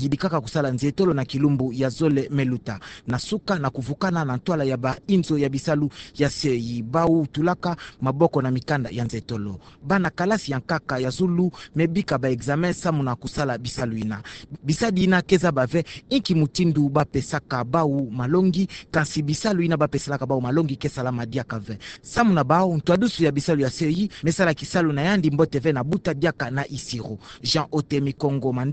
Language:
Kituba (Democratic Republic of Congo)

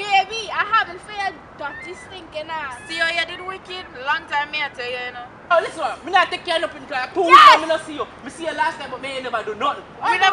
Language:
Jamaican Creole English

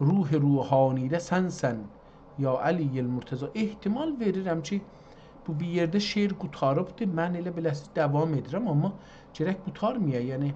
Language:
South Azerbaijani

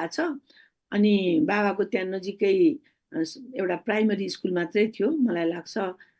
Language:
Nepali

